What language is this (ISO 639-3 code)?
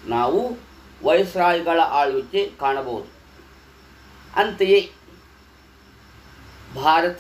kan